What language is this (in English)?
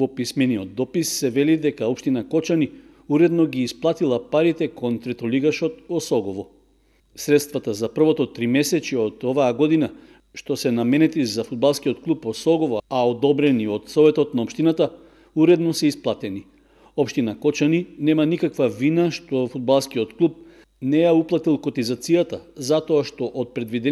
Macedonian